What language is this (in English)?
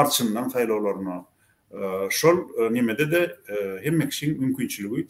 Turkmen